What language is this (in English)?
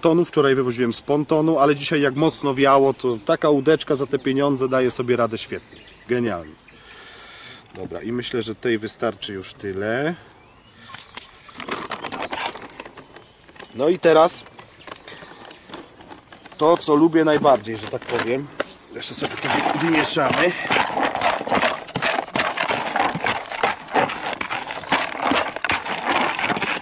Polish